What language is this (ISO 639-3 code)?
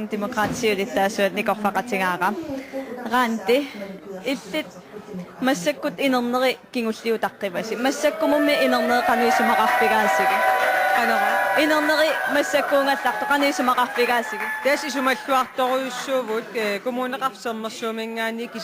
kal